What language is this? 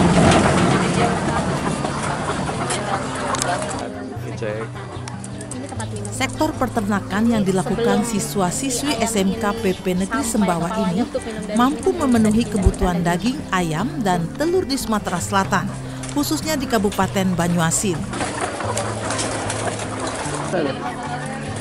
Indonesian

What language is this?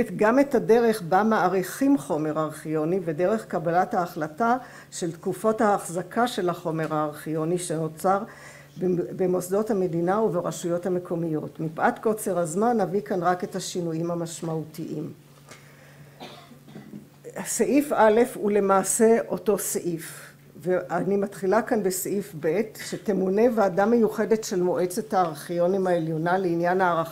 Hebrew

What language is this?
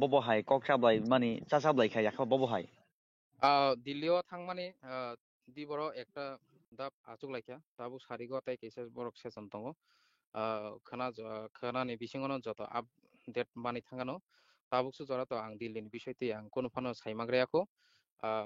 Kok Borok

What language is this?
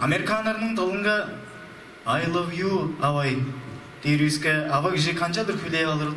Tuvinian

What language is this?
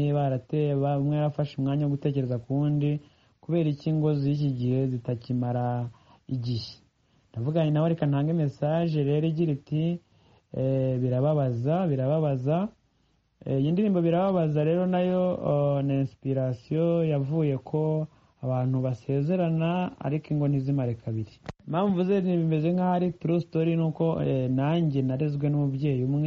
Kinyarwanda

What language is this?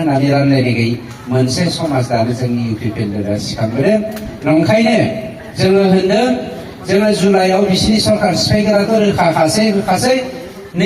Bodo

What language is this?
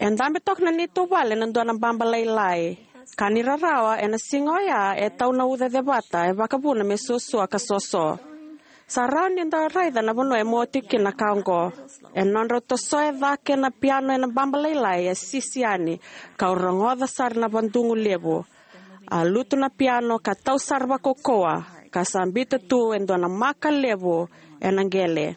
Fijian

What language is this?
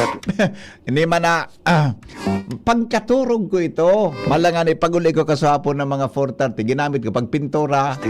Bikol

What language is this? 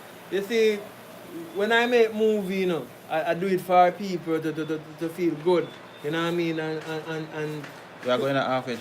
Jamaican Creole English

